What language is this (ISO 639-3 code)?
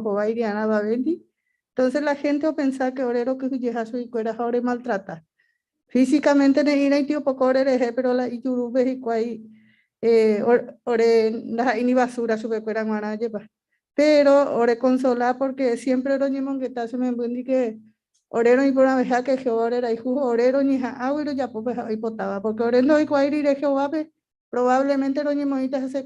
grn